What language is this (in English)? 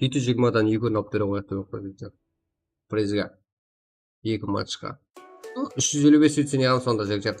Kara-Kalpak